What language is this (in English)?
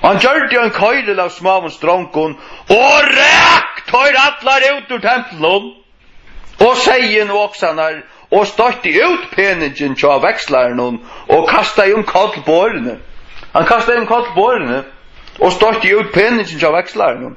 Faroese